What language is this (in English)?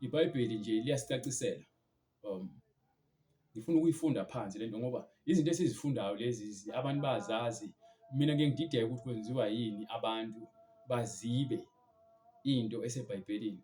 Zulu